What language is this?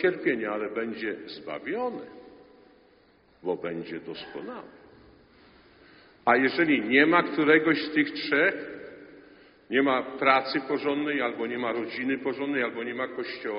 Polish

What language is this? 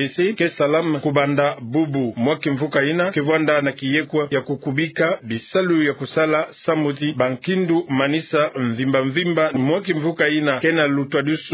Kituba (Democratic Republic of Congo)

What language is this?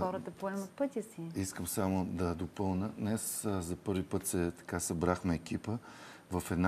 Bulgarian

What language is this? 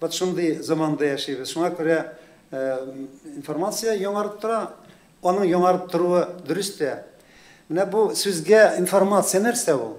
Tatar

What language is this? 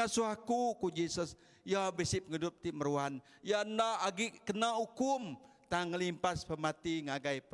Iban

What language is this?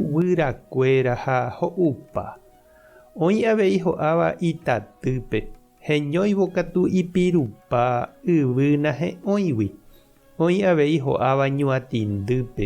Guarani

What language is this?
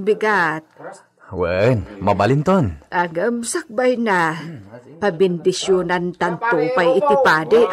Iloko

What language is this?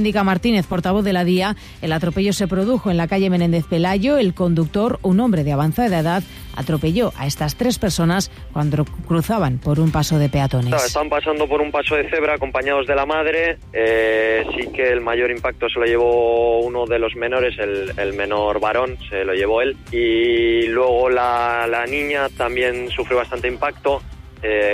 Spanish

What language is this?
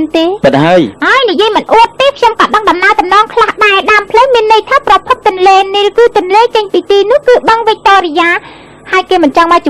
Khmer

